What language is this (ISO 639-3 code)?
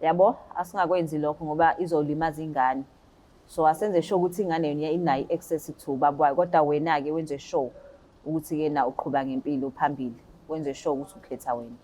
zul